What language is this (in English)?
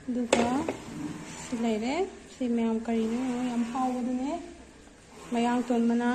Manipuri